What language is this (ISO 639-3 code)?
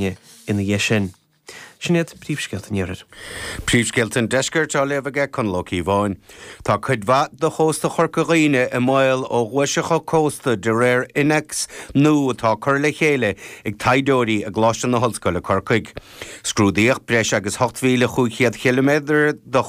gle